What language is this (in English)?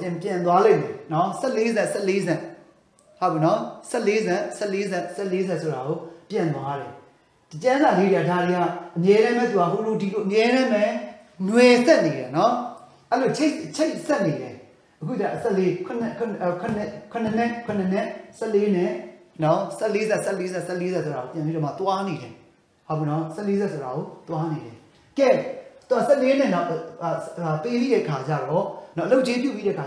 Burmese